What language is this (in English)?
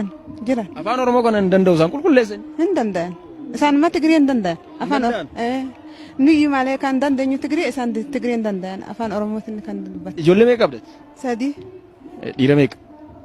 Oromo